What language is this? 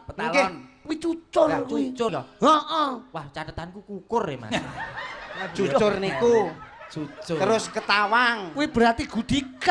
Javanese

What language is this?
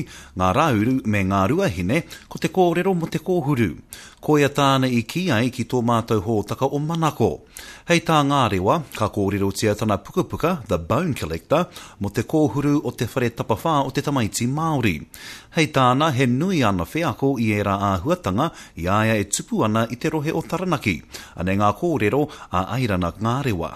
Māori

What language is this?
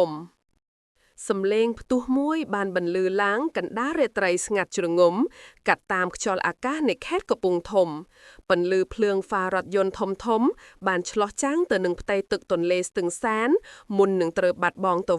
Khmer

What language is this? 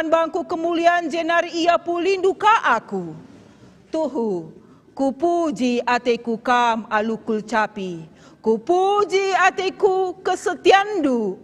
Batak Karo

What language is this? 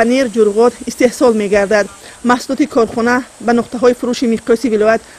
Tajik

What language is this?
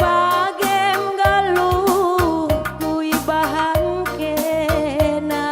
Batak Karo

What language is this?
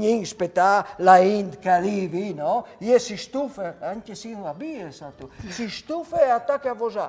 Friulian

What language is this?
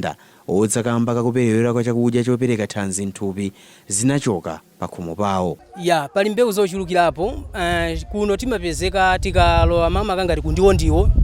Nyanja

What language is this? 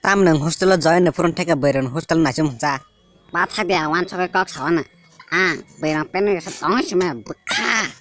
Kok Borok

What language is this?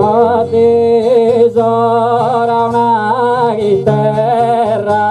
Sardinian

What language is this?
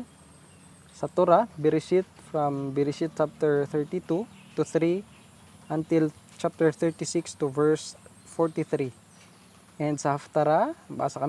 Hiligaynon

